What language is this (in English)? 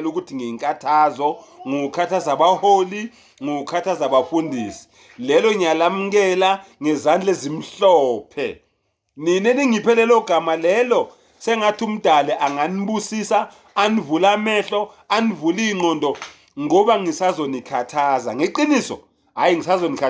Zulu